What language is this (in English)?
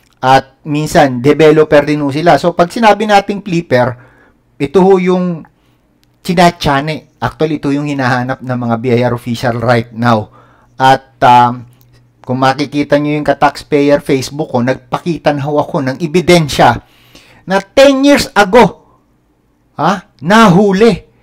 Filipino